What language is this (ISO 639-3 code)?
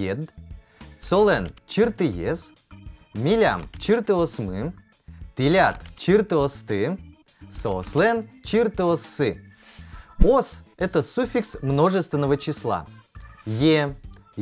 udm